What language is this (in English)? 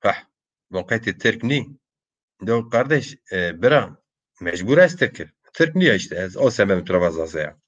Zaza